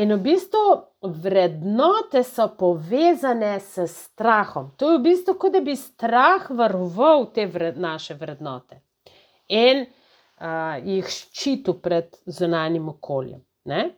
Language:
Slovenian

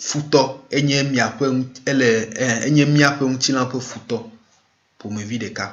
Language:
Ewe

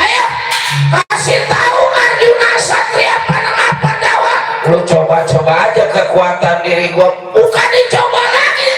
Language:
Betawi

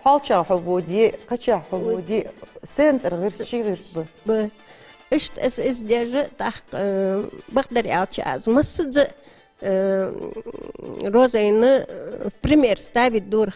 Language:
Ingush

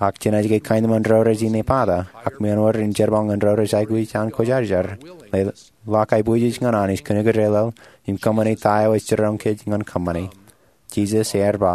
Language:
Marshallese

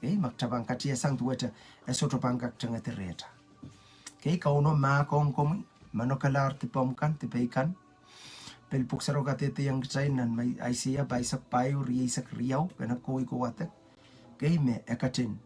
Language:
Pohnpeian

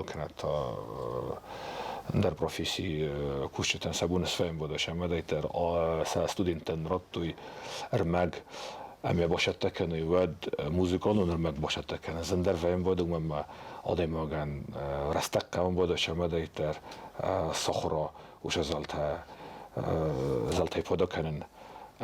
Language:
Ossetic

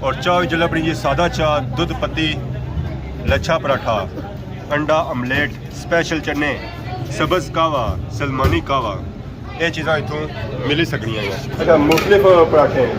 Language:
Pahari-Potwari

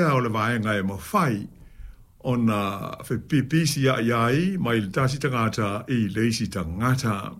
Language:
Samoan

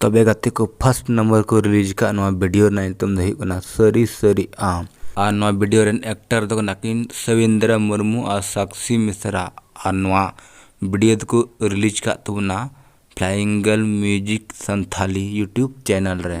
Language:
Santali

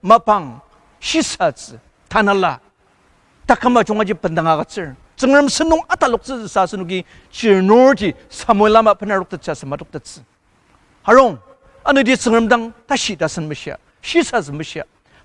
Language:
Ao Naga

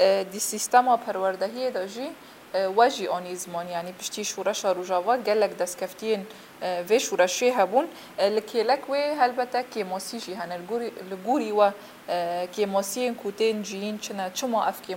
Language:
Kurdish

